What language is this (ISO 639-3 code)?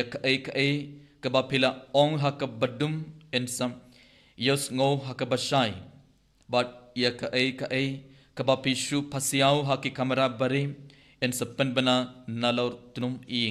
kha